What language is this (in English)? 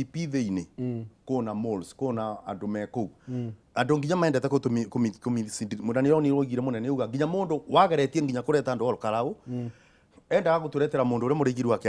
Kikuyu